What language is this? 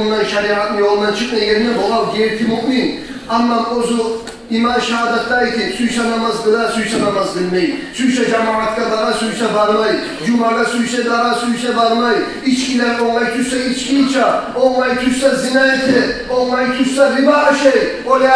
Kumyk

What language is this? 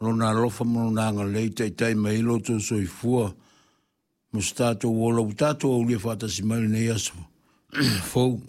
Samoan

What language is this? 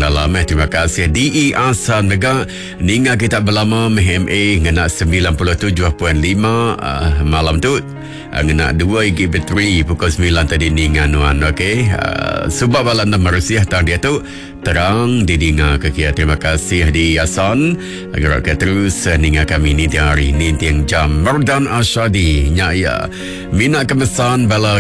Iban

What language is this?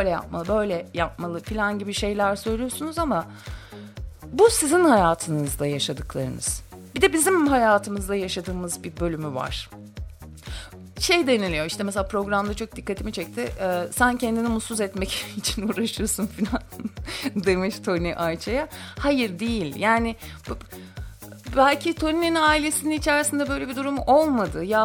Turkish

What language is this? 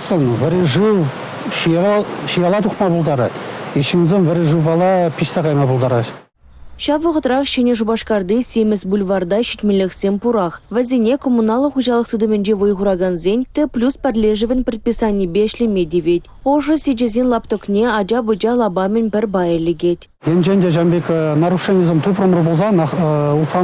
Chuvash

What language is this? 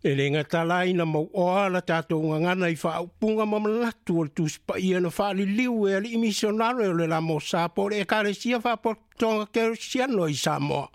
Samoan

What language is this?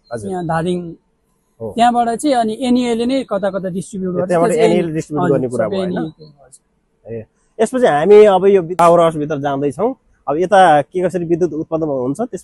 Nepali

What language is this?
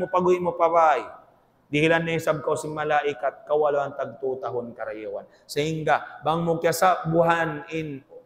Tausug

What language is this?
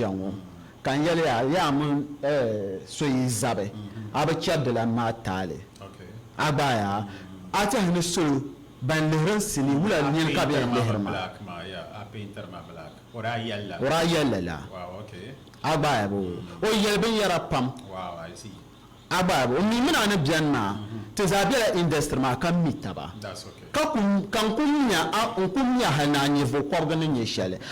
Dagbani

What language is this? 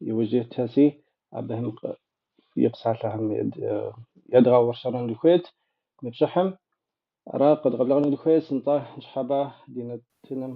Kabardian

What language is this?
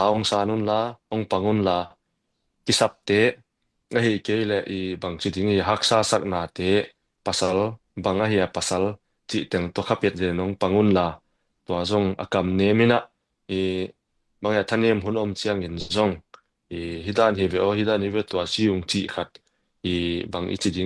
Tedim Chin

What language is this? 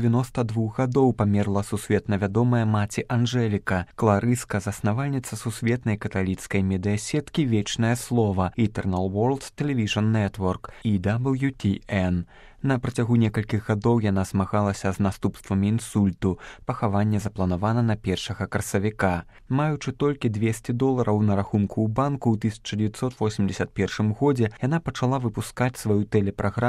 Belarusian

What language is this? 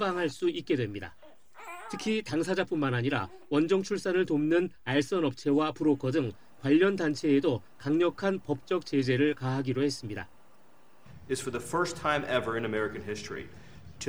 Korean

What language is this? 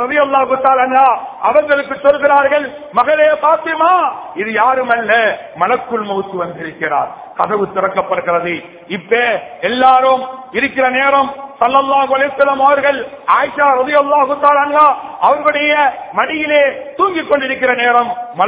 Tamil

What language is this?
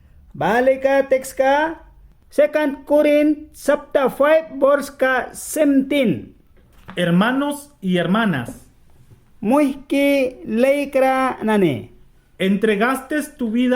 Mískito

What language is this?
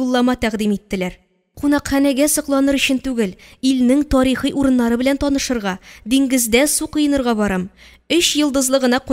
Tatar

